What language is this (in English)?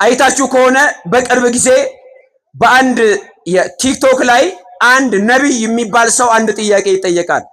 Amharic